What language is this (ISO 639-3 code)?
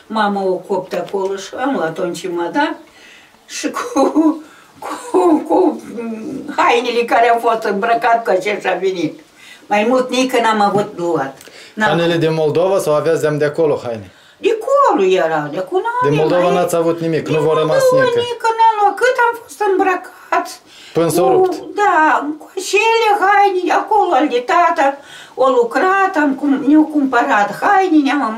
ron